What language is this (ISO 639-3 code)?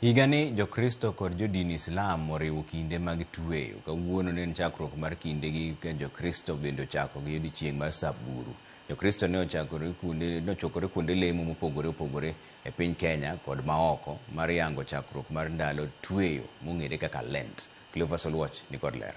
luo